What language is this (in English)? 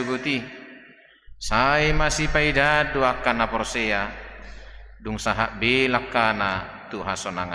Batak Toba